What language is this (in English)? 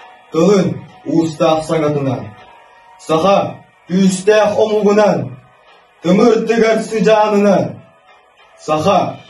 Yakut